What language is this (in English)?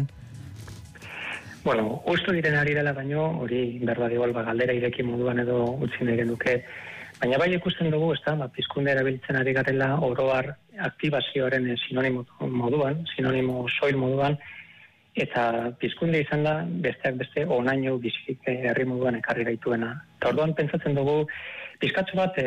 Basque